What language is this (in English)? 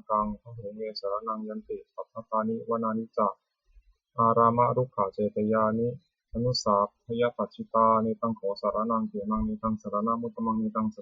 Pali